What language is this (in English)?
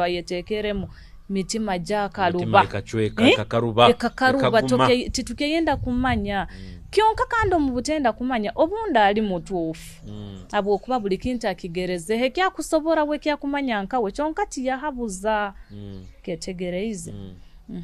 Nyoro